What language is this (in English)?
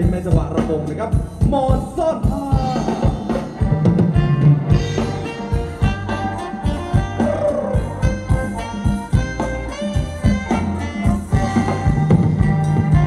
Thai